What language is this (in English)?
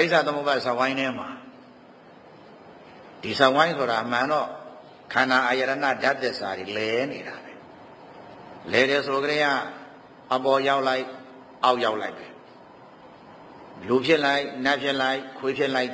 Burmese